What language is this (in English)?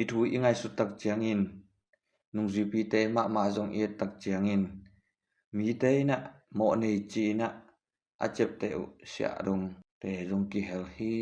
Tedim Chin